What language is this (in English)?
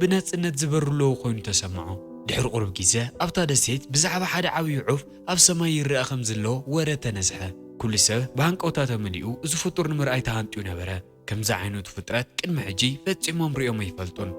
Tigrinya